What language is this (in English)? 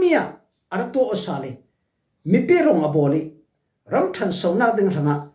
Falam Chin